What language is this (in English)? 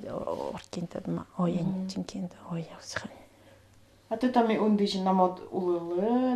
Nanai